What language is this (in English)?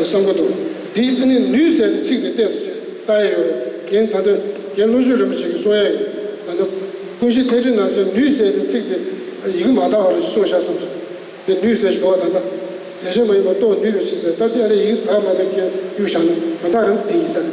Tibetan